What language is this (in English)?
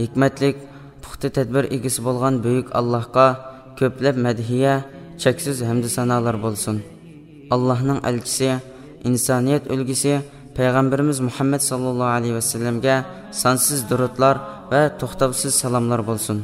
Uyghur